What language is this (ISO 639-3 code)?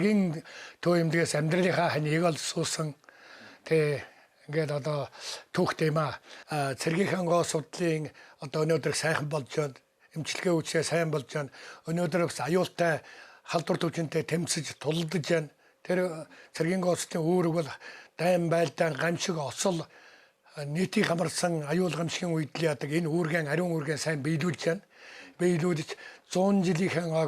mon